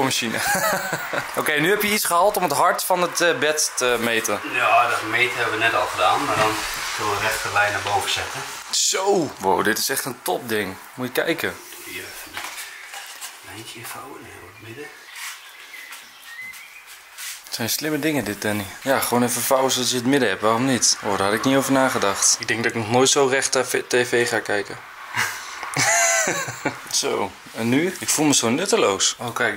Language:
Dutch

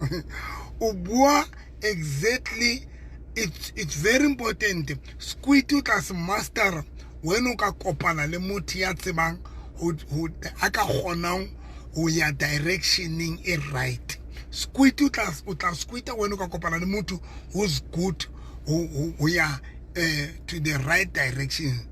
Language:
Southern Sotho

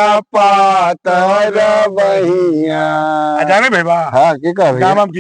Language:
Magahi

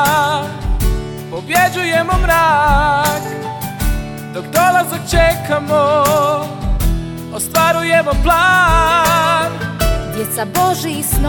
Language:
Croatian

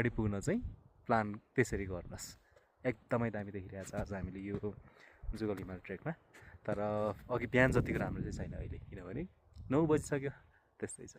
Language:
Nepali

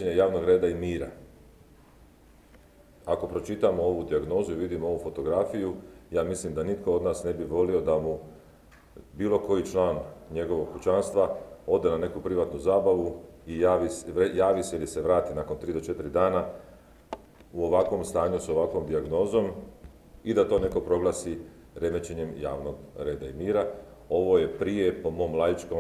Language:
Croatian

